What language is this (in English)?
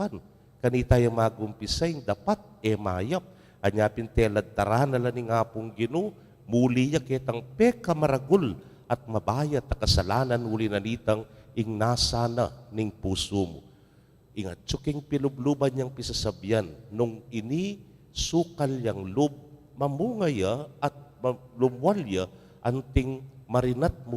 Pampanga